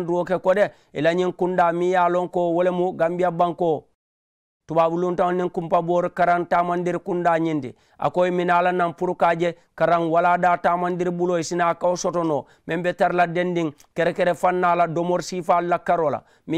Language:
Mandingo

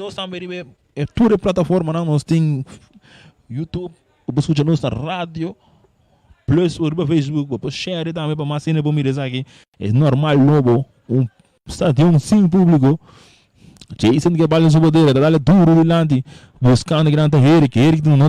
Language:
Papiamento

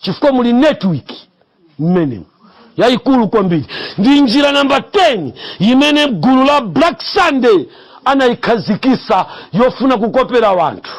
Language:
Nyanja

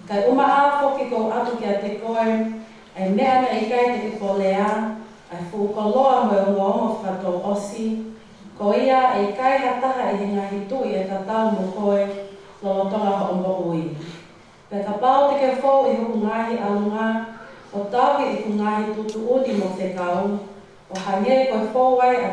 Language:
Tongan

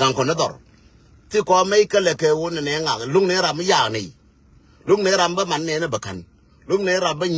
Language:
Nuer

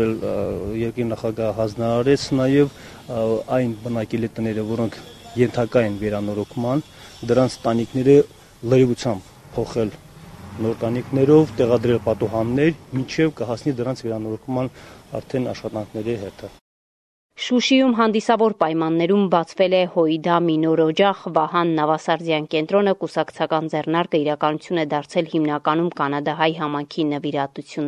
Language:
Armenian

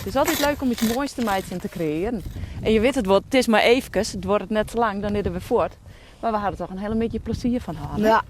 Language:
Western Frisian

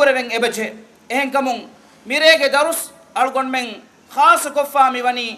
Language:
Divehi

